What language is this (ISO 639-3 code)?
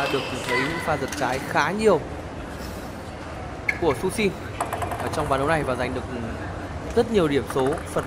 vie